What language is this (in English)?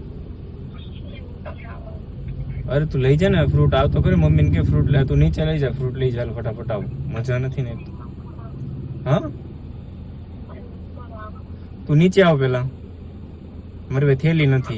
Gujarati